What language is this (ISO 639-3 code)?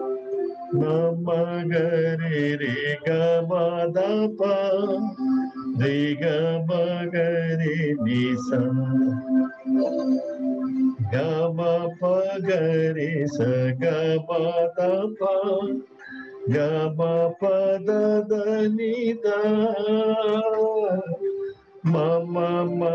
tel